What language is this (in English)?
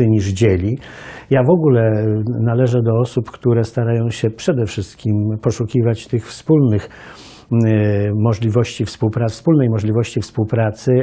Polish